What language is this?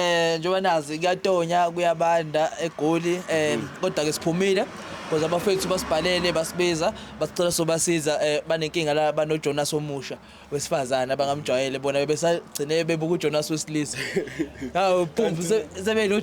Zulu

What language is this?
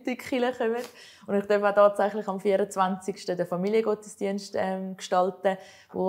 Swiss German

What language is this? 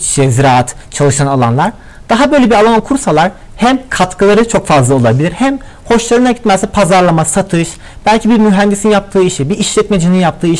Turkish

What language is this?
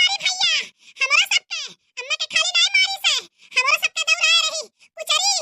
Bhojpuri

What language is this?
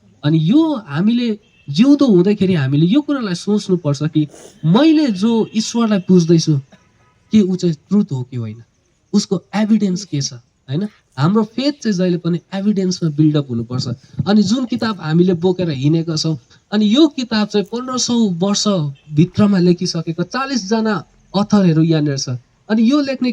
Nepali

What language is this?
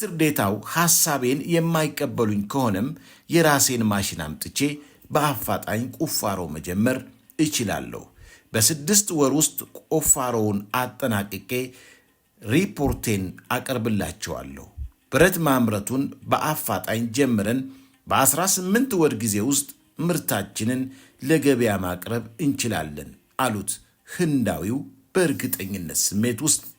Amharic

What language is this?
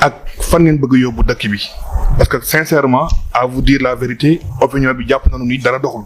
Wolof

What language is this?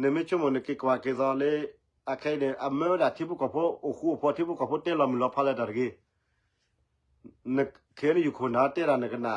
S'gaw Karen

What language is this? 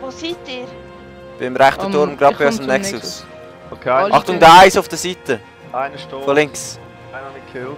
Swiss German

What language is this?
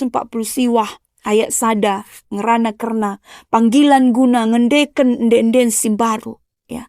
Batak Karo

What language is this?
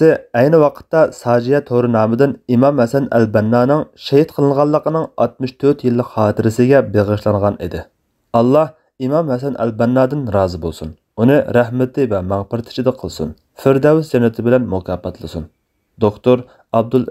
Uyghur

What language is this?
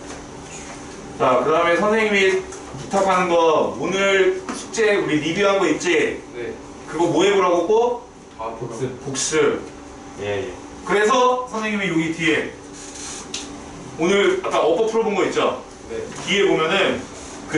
Korean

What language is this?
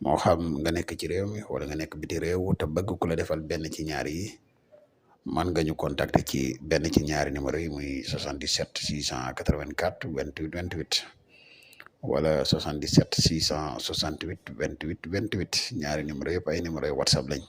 Wolof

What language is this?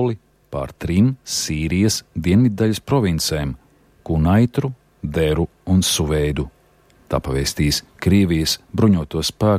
Latvian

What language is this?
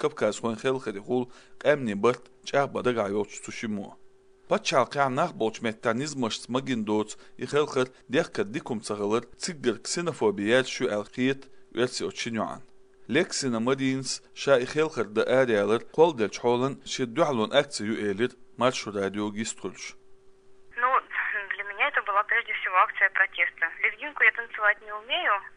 Chechen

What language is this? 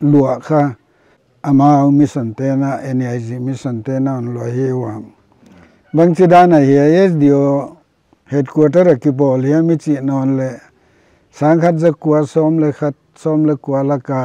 Paite Chin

